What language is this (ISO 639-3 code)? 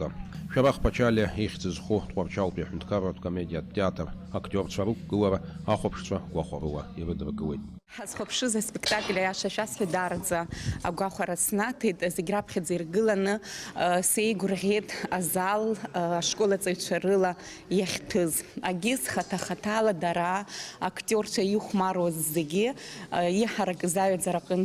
abk